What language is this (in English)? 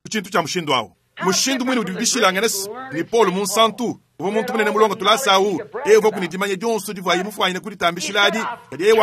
Luba-Lulua